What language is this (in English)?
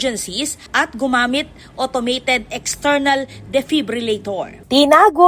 Pampanga